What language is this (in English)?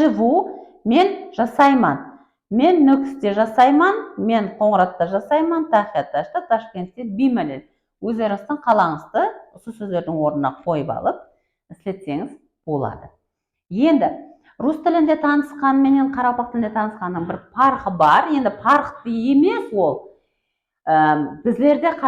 Kara-Kalpak